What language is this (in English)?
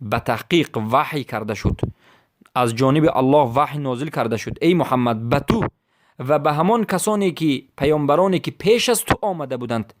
Persian